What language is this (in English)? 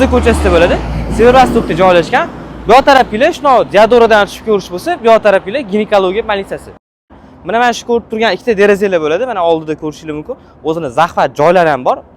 Uzbek